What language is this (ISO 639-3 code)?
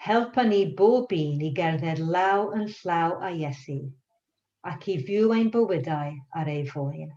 cym